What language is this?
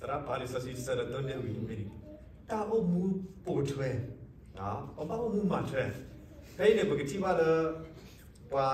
S'gaw Karen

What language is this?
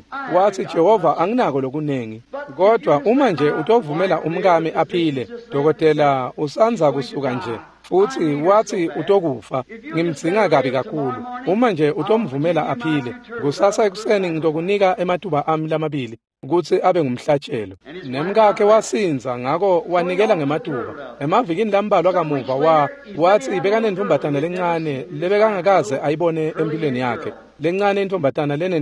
Swati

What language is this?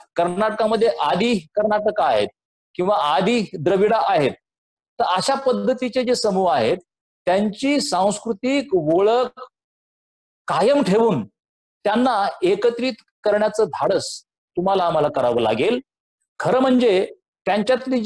Marathi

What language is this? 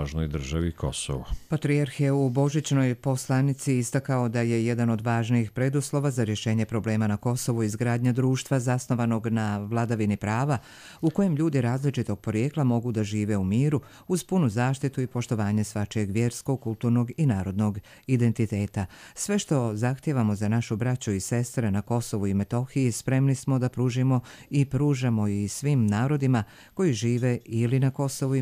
Croatian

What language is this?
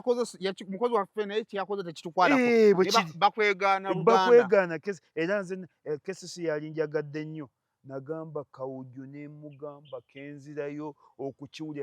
Ganda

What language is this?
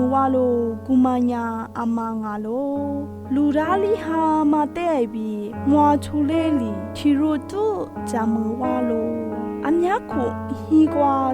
Lisu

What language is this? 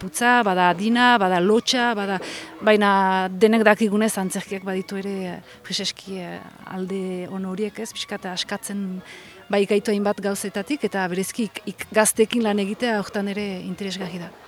Basque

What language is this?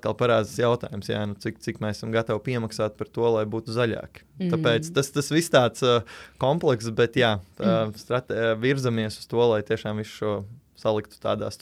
Latvian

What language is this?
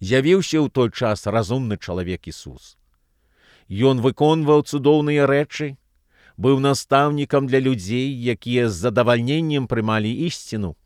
Belarusian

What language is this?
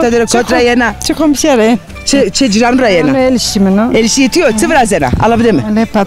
Zaza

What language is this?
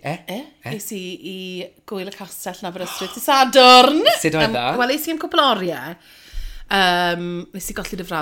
Welsh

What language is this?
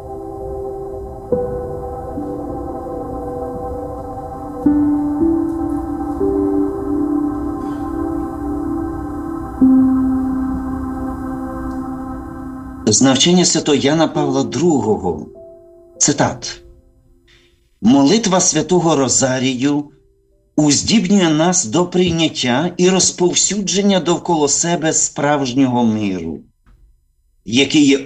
Ukrainian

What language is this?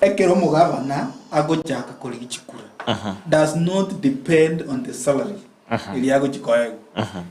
Gusii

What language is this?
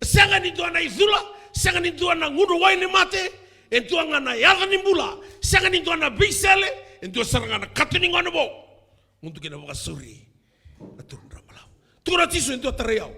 Fijian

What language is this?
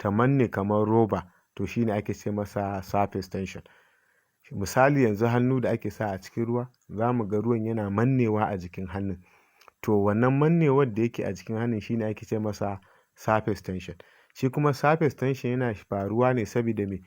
Hausa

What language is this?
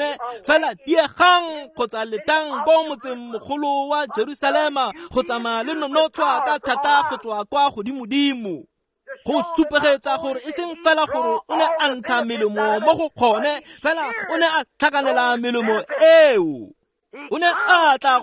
Tswana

